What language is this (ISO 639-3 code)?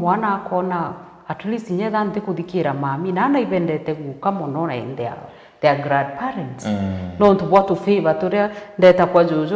mer